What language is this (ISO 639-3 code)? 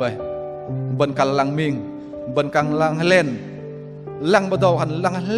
bdq